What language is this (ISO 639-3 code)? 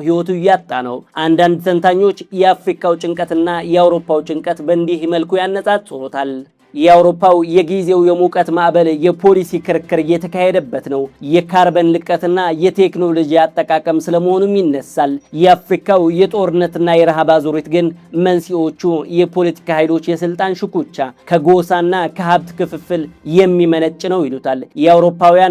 amh